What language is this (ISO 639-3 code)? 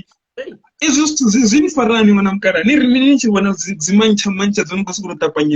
ven